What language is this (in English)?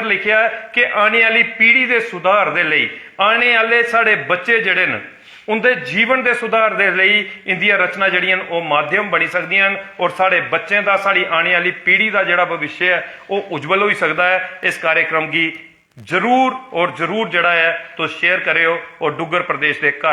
Dogri